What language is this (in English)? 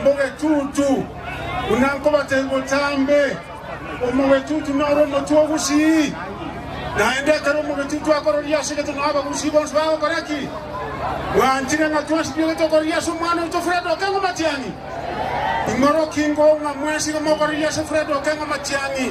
Gusii